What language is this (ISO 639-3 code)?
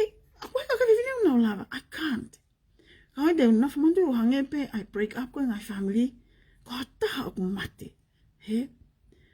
ton